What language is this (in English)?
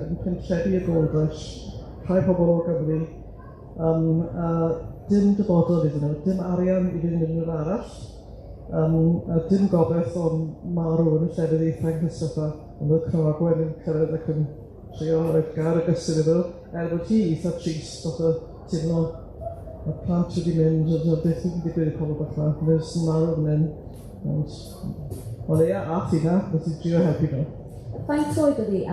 Welsh